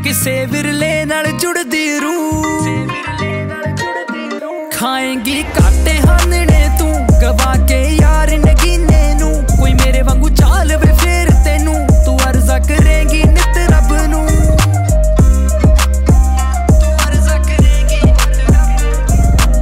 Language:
Punjabi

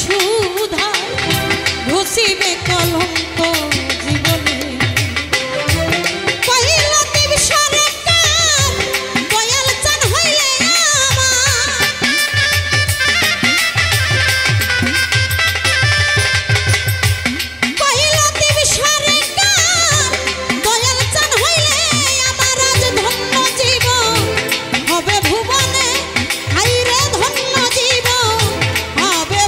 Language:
Bangla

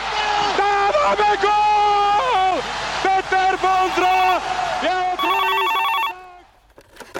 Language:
Slovak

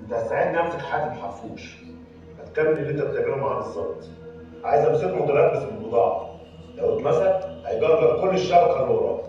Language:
Egyptian Arabic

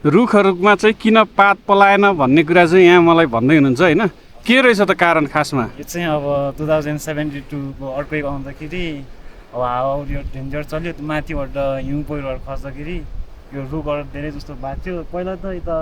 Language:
Nepali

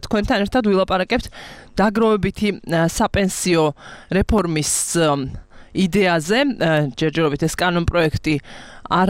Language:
Georgian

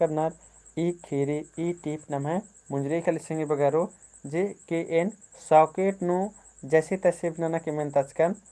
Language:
Kurukh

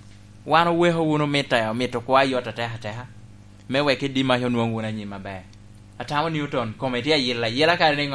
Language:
Lango (Uganda)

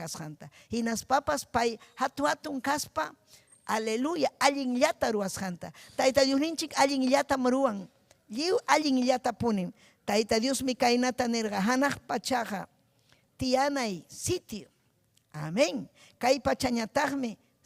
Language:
Ayacucho Quechua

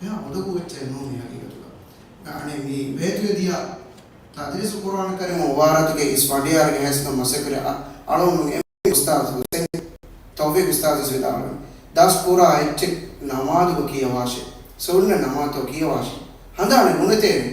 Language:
Divehi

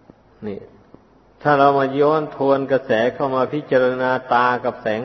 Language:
Thai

